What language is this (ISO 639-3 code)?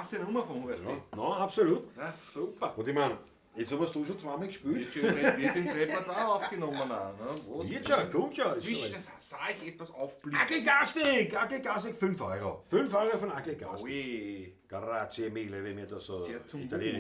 bar